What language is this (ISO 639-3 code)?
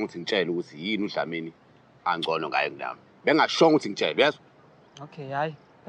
zul